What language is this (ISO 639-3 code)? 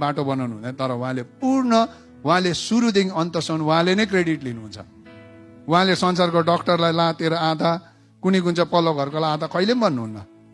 nep